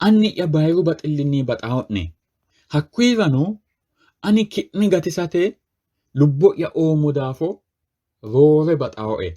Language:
Sidamo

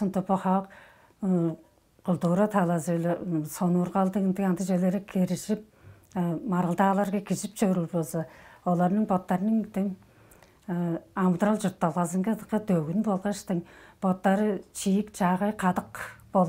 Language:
Tuvinian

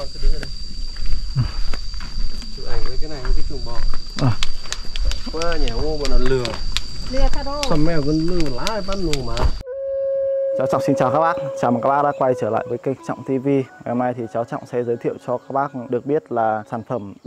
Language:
Vietnamese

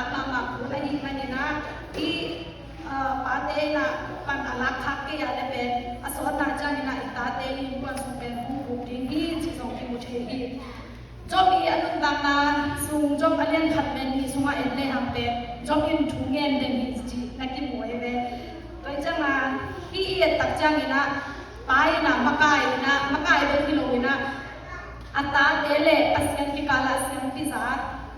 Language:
Tedim Chin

